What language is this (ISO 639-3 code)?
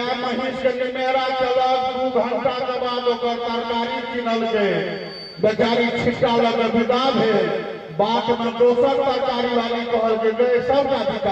mai